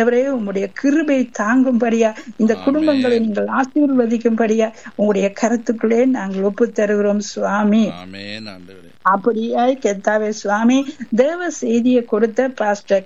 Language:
Tamil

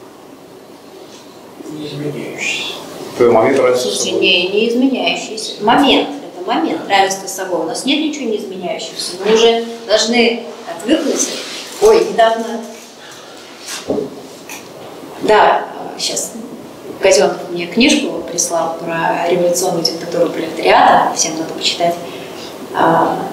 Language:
Russian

